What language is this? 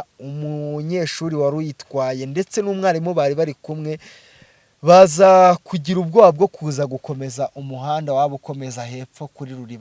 Kinyarwanda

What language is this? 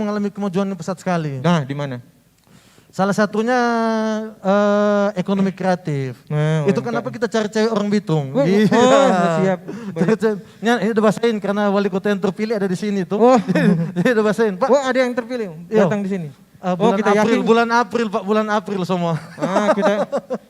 Manado Malay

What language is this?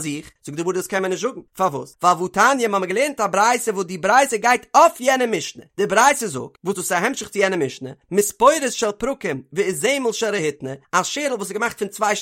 Yiddish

